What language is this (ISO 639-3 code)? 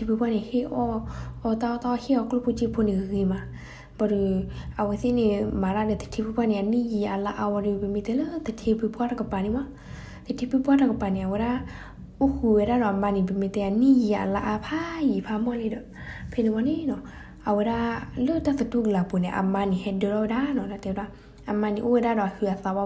ksw